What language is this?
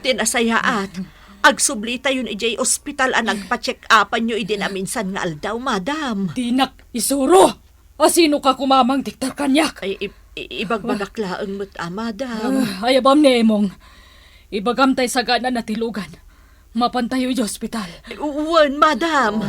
Iloko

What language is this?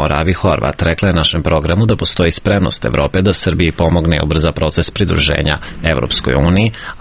Serbian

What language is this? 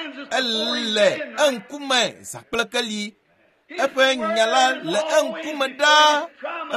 Ewe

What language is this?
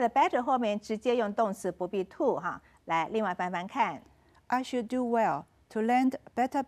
Chinese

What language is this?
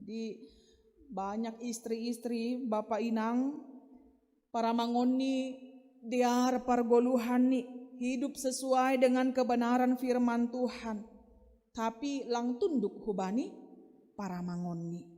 Batak Simalungun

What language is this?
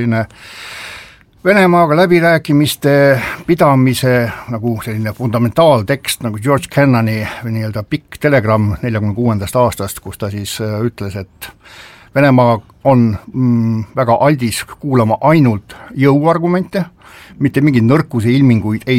Estonian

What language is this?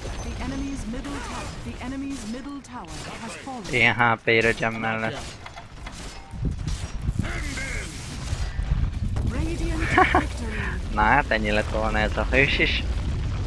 Hungarian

